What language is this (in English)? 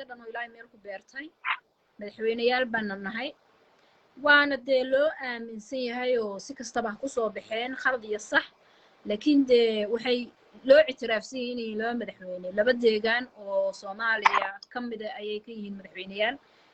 Somali